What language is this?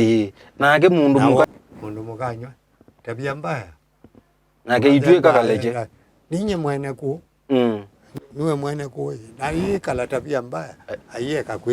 Kamba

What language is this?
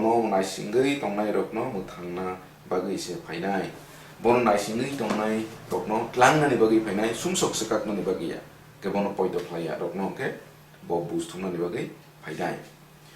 Kok Borok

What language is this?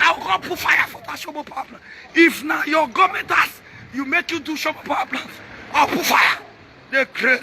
Nigerian Pidgin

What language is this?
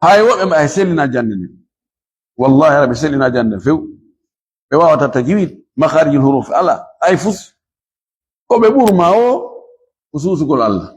Fula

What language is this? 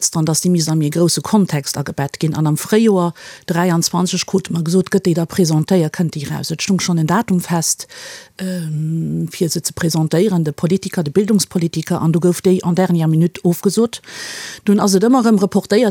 Luxembourgish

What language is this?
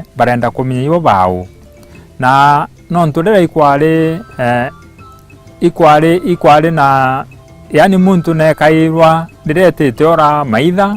Meru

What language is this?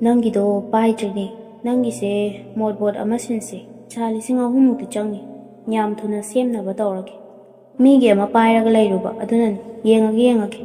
Manipuri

